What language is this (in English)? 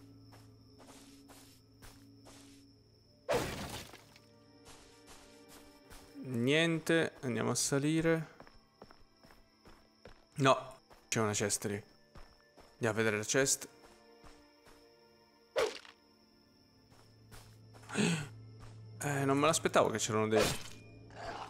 Italian